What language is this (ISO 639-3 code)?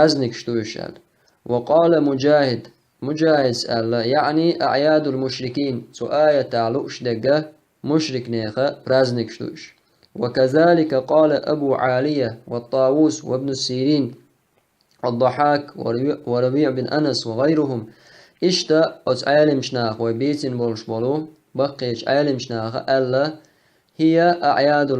che